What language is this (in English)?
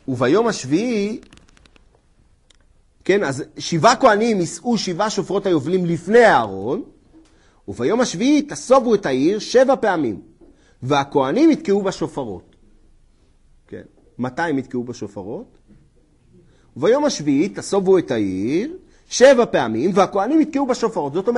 Hebrew